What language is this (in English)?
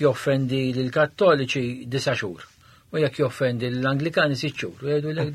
Maltese